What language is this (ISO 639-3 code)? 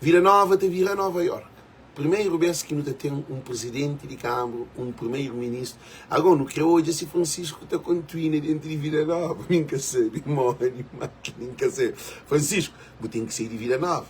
kea